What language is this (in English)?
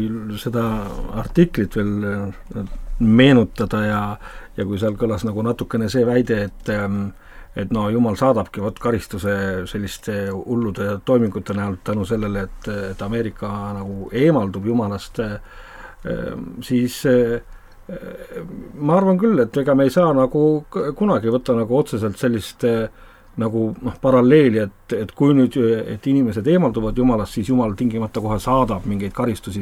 Estonian